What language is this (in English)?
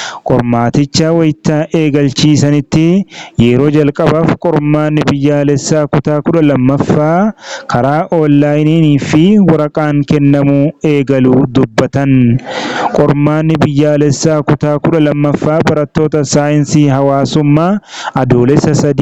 Oromo